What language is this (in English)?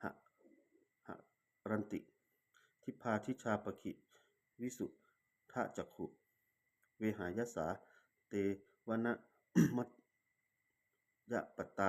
Pali